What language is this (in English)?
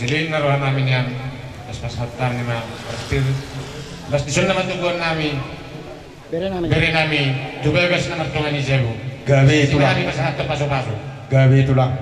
Batak Toba